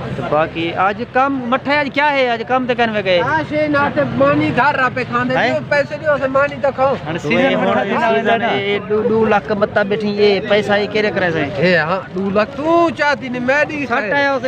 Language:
Saraiki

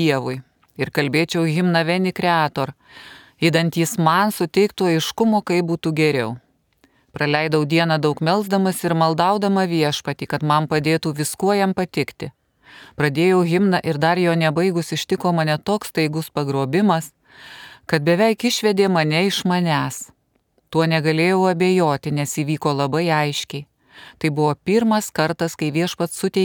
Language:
Lithuanian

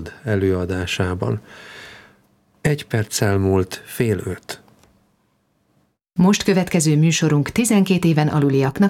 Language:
Hungarian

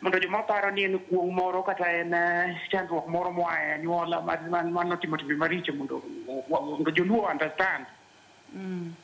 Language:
Luo (Kenya and Tanzania)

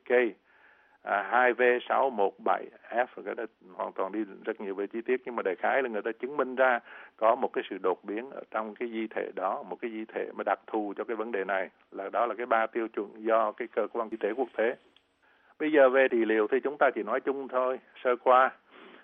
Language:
Vietnamese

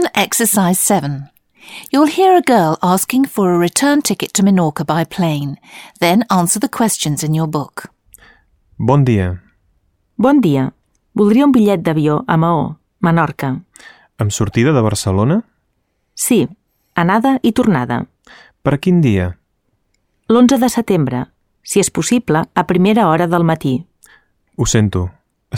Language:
Catalan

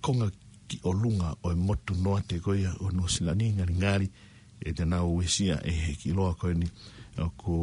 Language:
Tongan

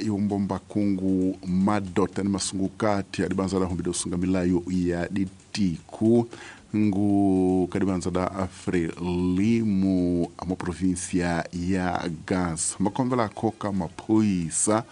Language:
Tsonga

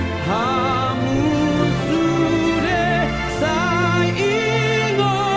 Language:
Batak Toba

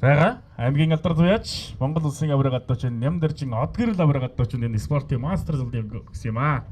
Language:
Mongolian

